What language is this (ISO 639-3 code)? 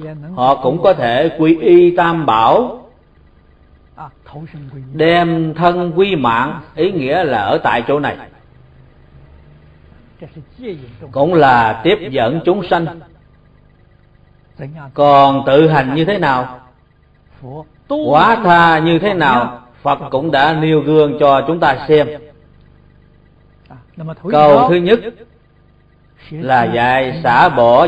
vie